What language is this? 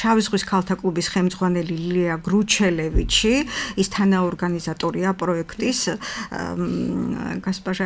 Georgian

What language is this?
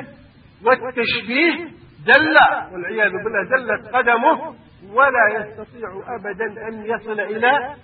Arabic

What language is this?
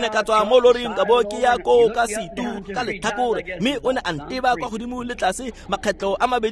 Tswana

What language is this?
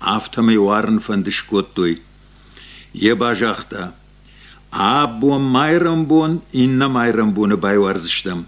Ossetic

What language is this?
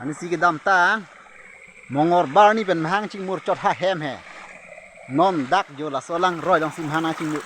Karbi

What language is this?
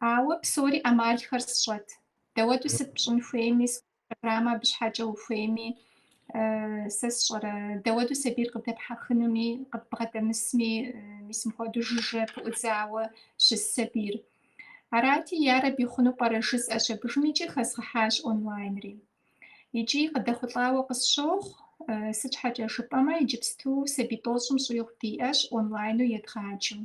Kabardian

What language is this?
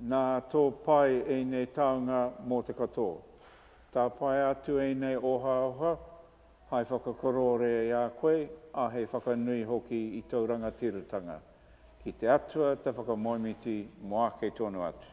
Māori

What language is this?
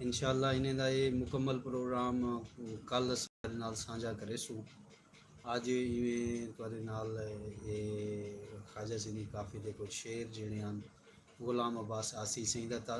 Saraiki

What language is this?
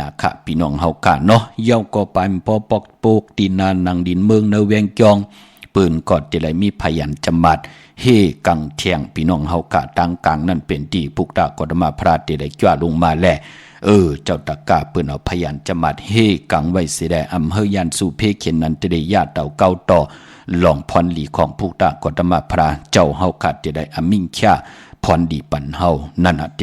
Shan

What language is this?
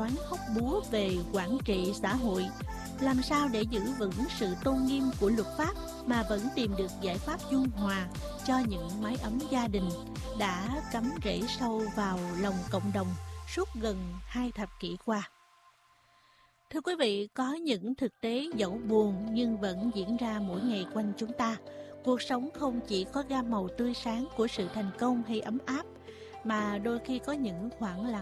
Vietnamese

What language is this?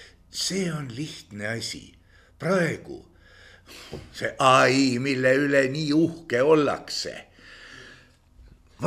Estonian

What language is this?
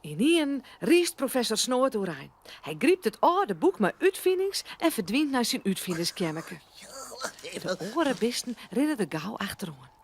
Western Frisian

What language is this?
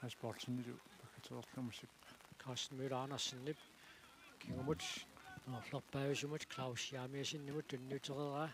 Kalaallisut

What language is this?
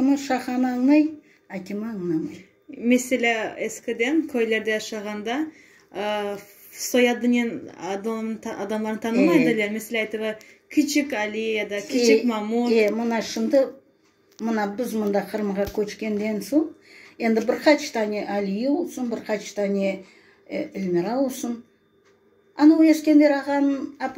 Crimean Tatar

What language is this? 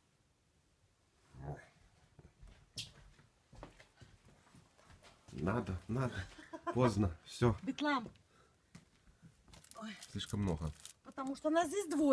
Russian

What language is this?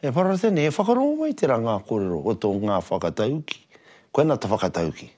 Māori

